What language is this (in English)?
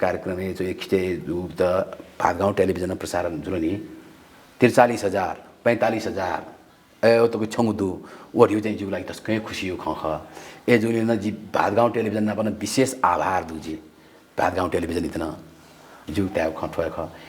Newari